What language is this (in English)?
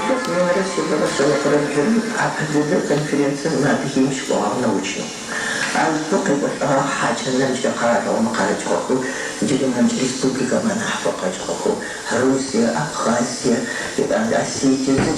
Adyghe